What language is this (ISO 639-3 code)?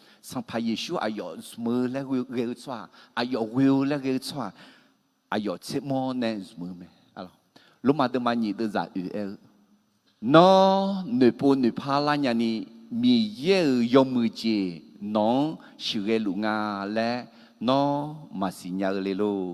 ahk